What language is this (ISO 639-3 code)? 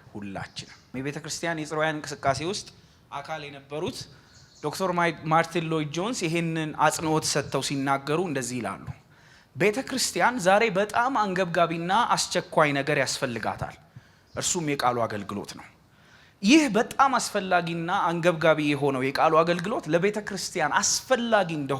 amh